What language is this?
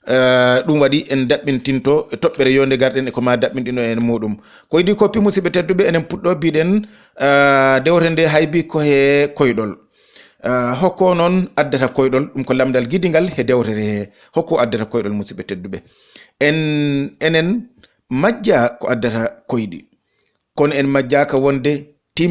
Fula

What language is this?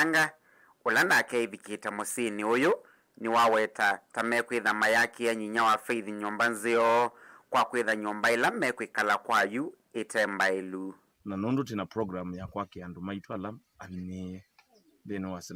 Kamba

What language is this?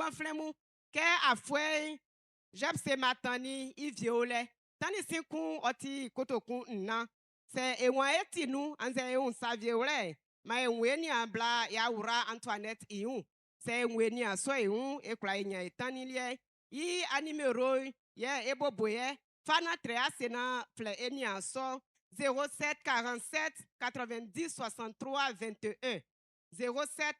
Baoulé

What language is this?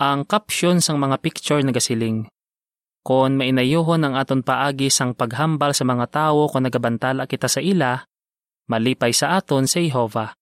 Hiligaynon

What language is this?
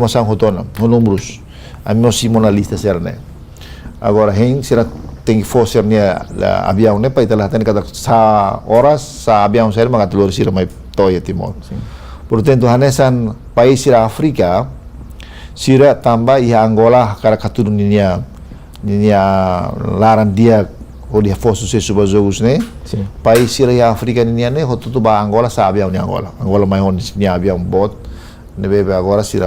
Tetum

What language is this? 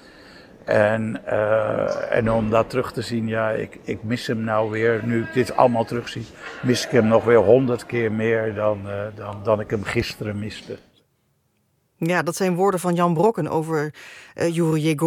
Dutch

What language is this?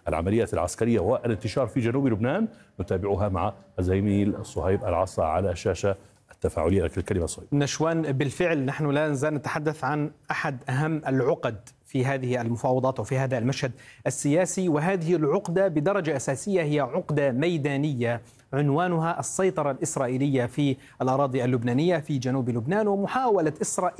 Arabic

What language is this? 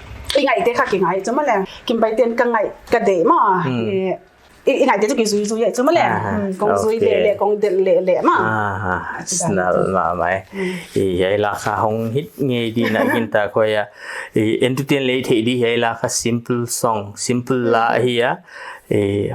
Paite Chin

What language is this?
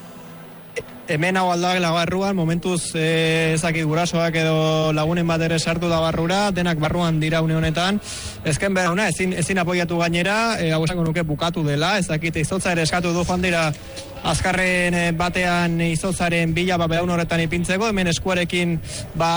Basque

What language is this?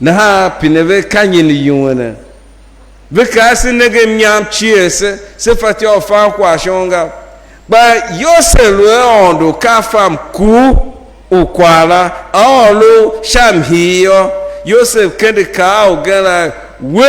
Tiv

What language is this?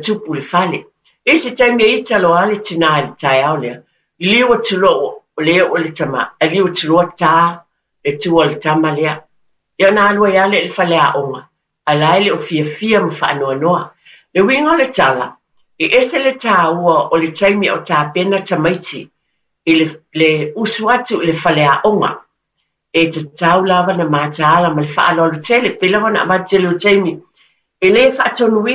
Samoan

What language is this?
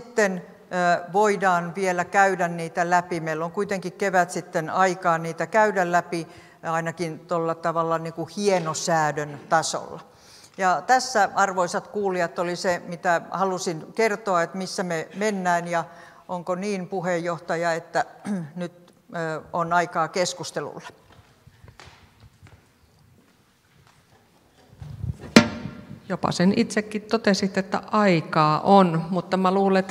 Finnish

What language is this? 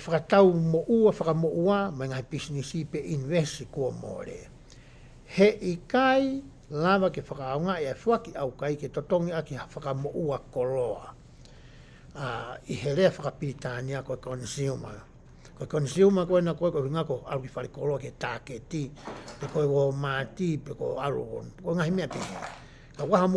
Tongan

